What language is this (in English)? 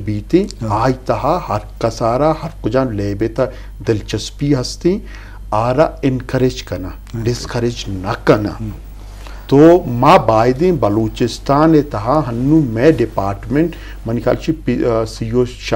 Eastern Balochi